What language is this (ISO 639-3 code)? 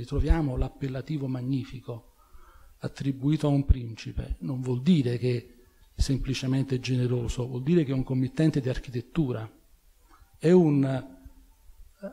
ita